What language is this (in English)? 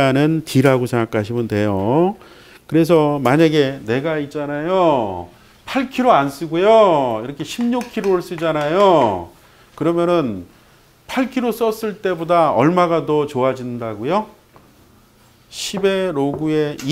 Korean